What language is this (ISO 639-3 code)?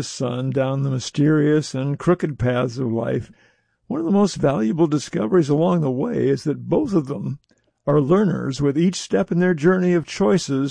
eng